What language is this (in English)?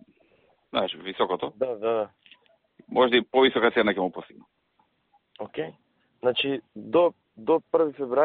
Serbian